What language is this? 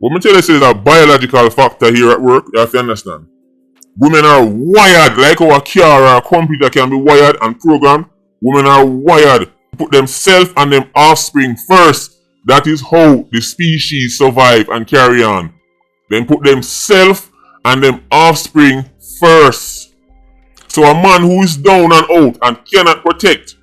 Jamaican Creole English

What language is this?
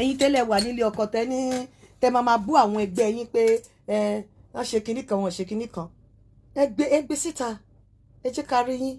Yoruba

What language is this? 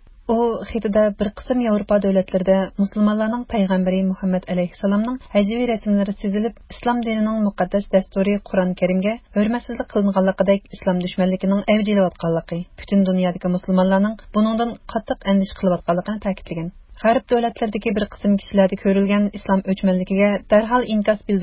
Uyghur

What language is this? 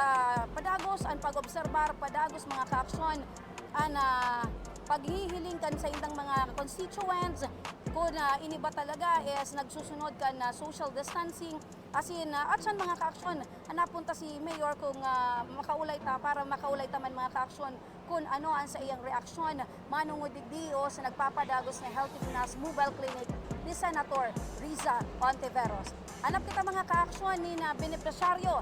Bikol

